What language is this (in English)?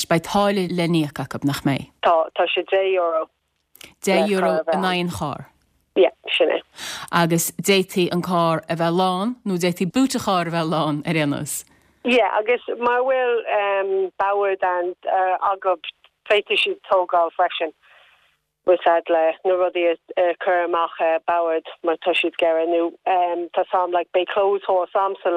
Irish